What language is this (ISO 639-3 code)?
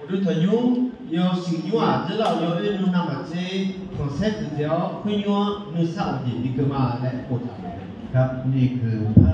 ahk